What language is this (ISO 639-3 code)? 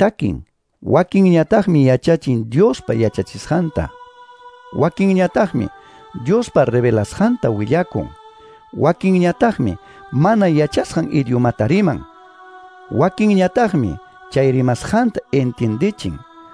que